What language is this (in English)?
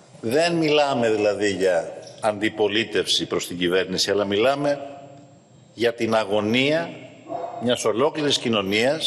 Greek